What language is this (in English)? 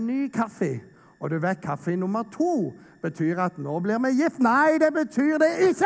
Norwegian